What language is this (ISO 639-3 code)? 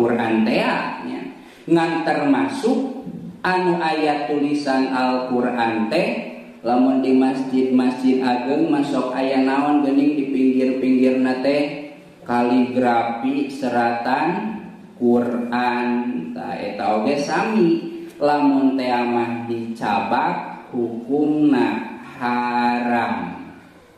sun